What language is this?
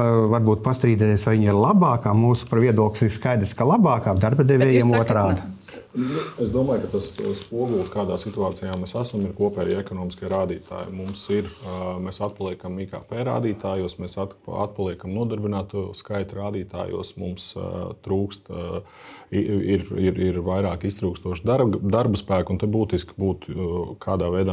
Latvian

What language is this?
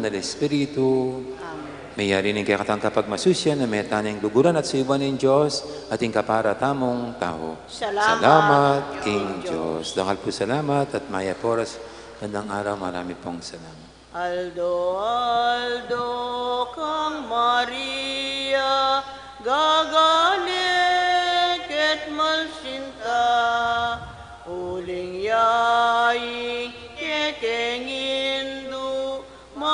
Pampanga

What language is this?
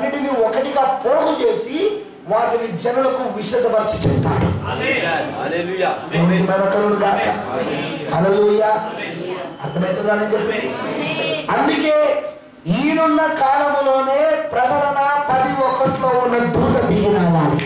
Telugu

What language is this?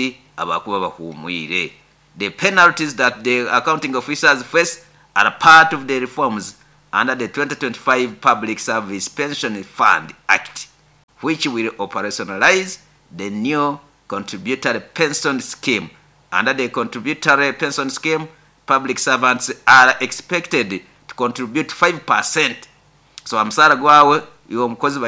Nyoro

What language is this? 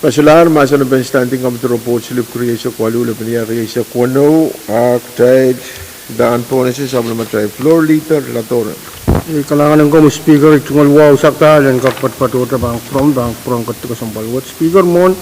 Pohnpeian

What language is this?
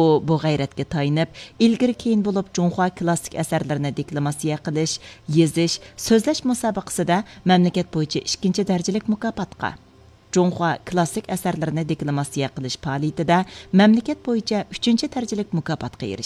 Uyghur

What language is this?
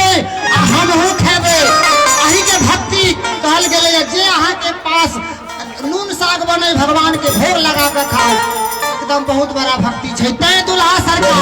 Maithili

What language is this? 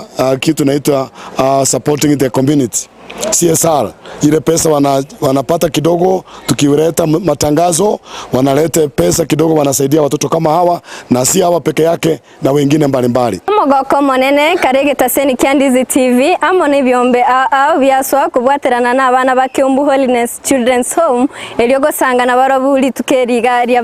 Gusii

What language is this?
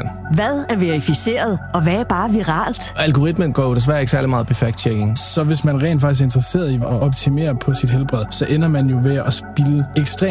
Danish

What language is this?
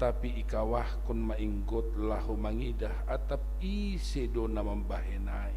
Batak Simalungun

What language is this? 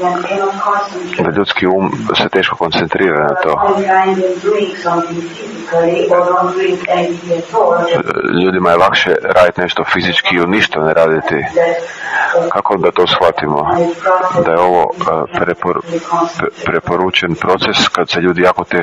Croatian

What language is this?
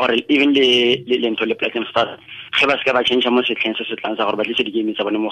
Tswana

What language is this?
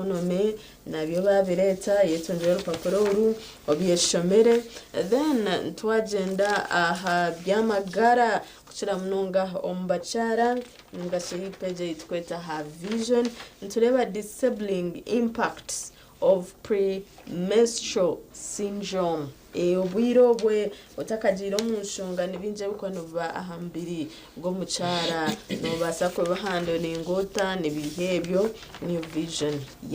Nyankole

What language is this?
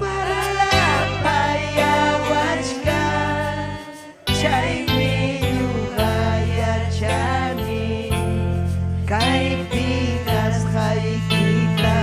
Ayacucho Quechua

